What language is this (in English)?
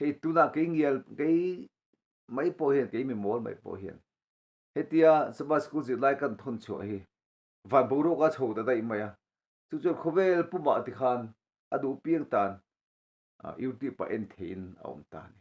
Mizo